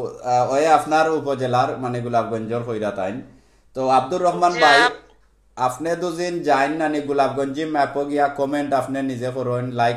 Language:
Sylheti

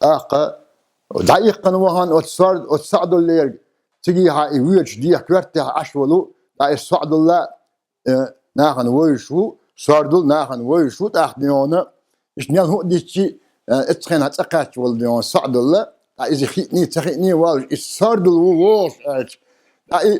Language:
Chechen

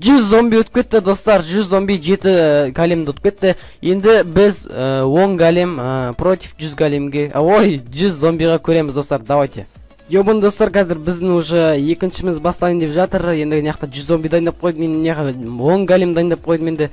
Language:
Kazakh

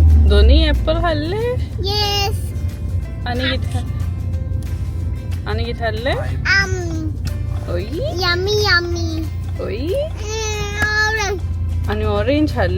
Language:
Konkani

